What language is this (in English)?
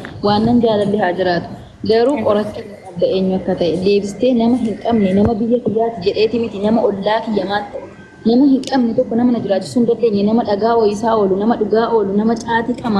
Oromo